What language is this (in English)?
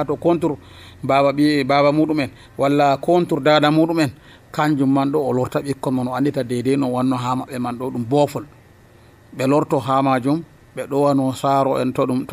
Nigerian Fulfulde